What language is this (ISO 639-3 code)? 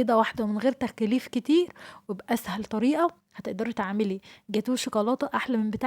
arz